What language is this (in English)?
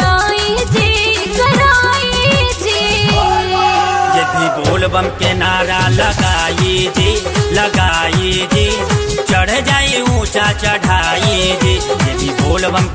Bhojpuri